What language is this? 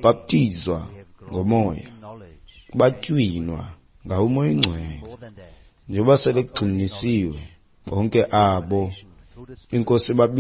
Xhosa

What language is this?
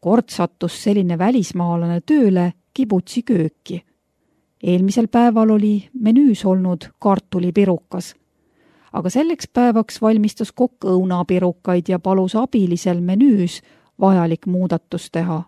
Estonian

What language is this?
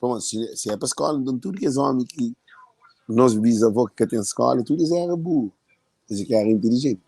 Kabuverdianu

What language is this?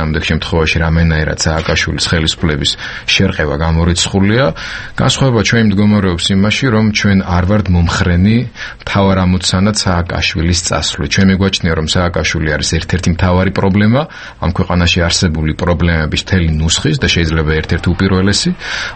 Georgian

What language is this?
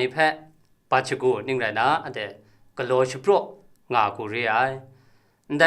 Kachin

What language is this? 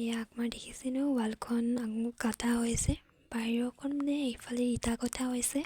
Assamese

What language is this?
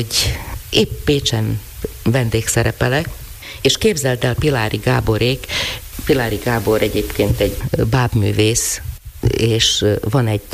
Hungarian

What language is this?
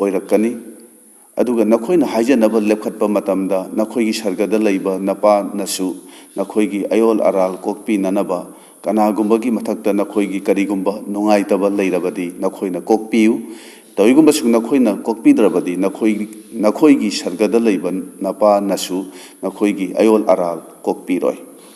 Manipuri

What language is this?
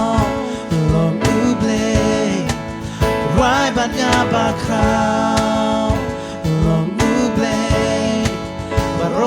Khasi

